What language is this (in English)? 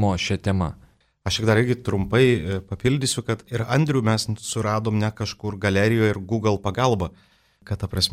Lithuanian